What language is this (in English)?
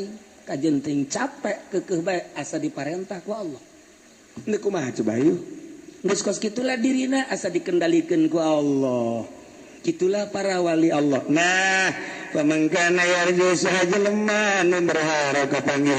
Sundanese